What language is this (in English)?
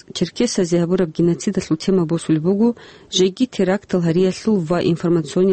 Avaric